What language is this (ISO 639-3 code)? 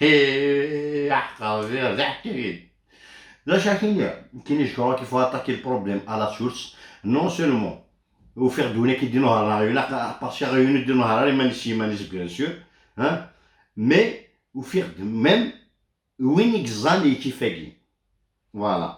kab